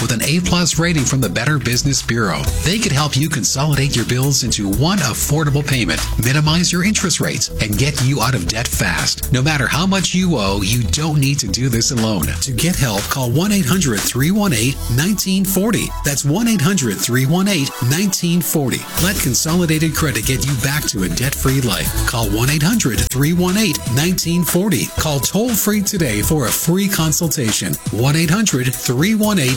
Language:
English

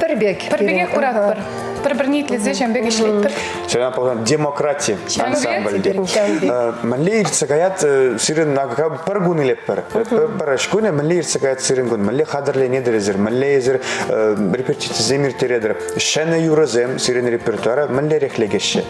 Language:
Chuvash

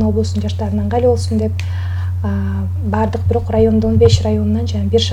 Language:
Kyrgyz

